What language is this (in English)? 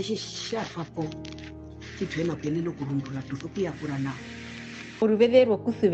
Herero